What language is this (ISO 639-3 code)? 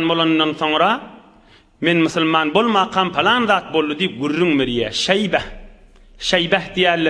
tuk